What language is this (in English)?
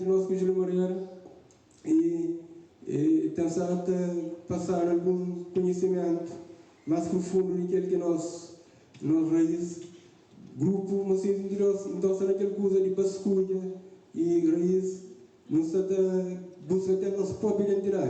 Kabuverdianu